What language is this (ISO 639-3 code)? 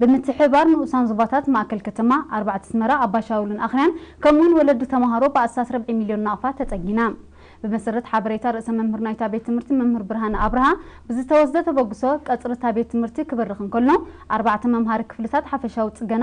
tir